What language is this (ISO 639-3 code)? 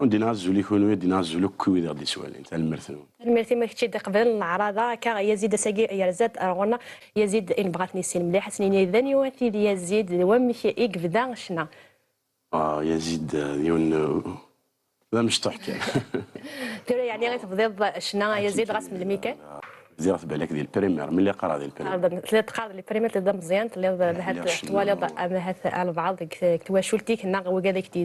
kab